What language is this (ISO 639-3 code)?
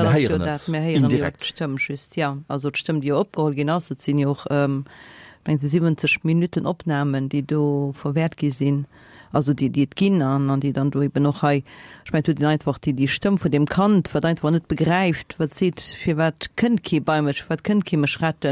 ltz